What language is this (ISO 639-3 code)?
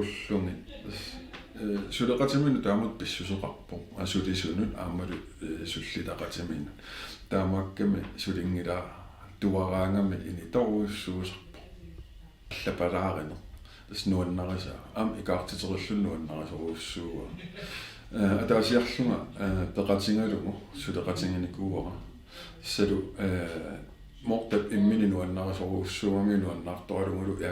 kal